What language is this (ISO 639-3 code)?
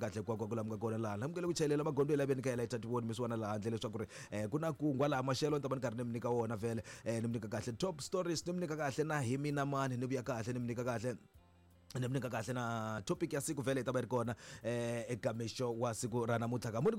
tso